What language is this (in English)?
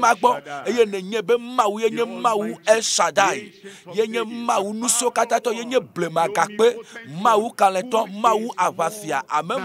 Ewe